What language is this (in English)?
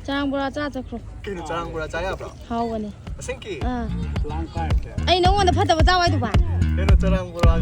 Manipuri